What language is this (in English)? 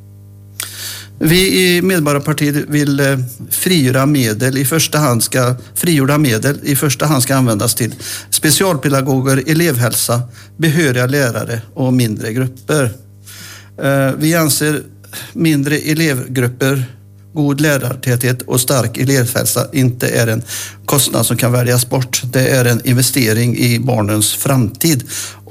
Swedish